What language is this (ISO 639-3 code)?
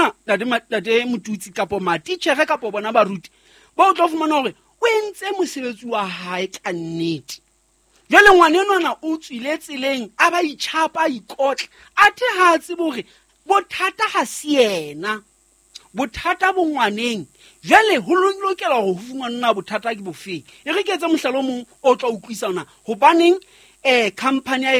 sot